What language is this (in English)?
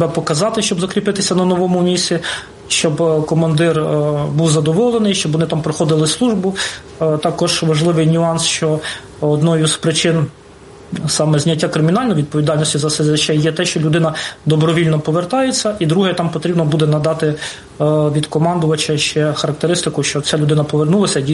Ukrainian